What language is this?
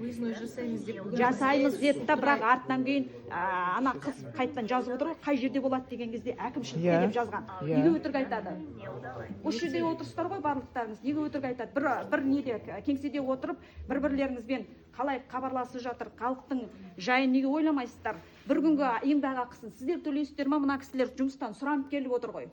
Kazakh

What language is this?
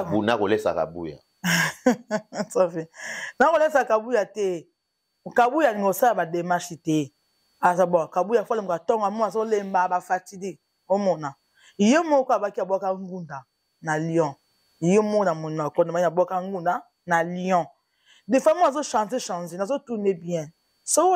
Lingala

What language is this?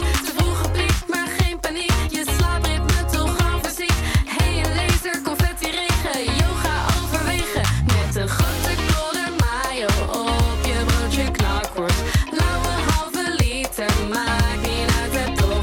Dutch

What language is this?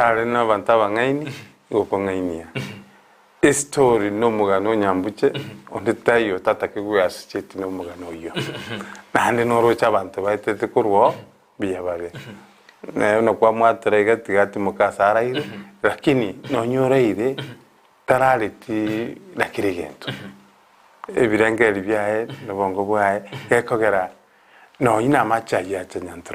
Gusii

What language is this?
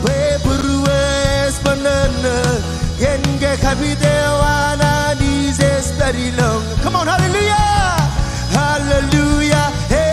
Marshallese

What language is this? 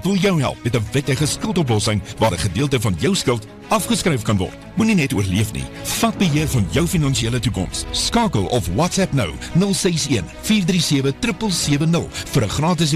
Afrikaans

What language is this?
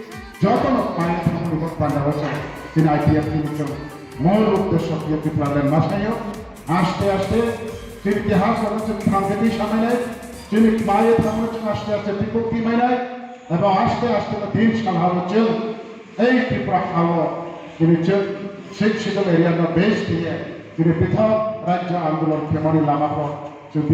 Riang (India)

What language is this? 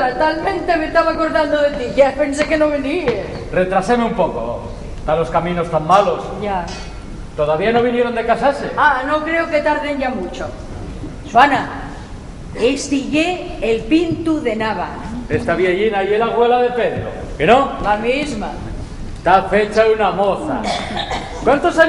Asturian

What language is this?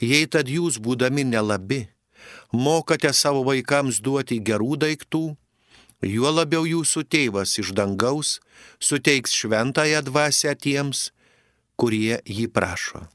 Lithuanian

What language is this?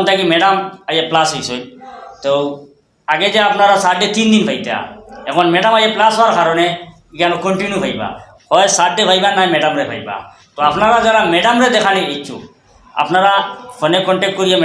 Sylheti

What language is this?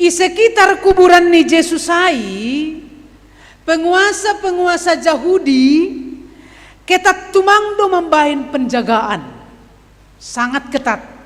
Batak Simalungun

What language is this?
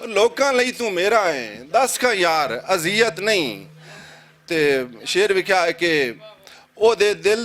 Western Panjabi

